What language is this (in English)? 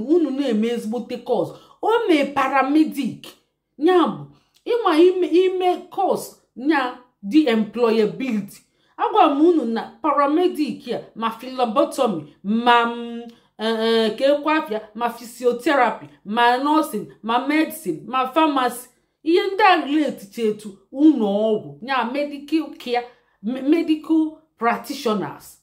Igbo